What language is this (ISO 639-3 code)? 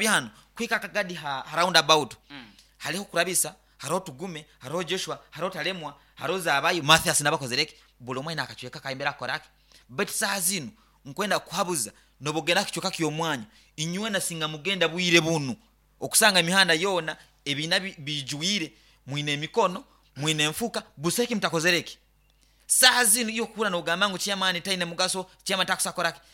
nyn